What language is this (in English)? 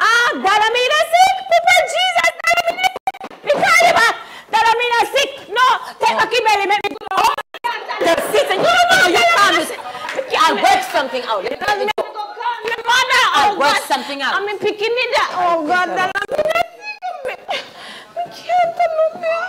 Jamaican Creole English